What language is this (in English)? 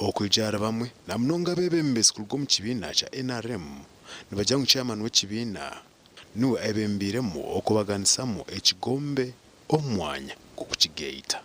Nyankole